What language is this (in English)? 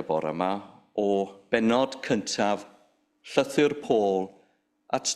Welsh